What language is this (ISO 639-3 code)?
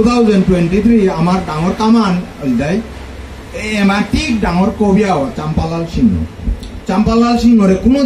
bpy